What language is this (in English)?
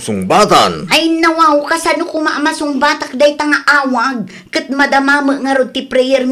Iloko